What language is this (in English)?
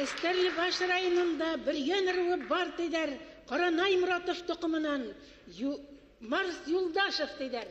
Bashkir